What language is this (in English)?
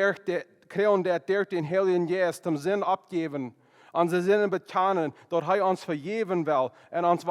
Plautdietsch